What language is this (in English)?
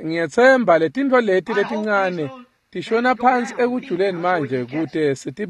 Swati